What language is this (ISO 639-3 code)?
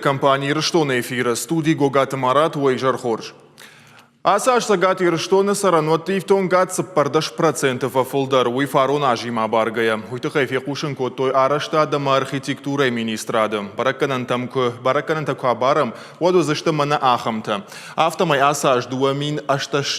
oss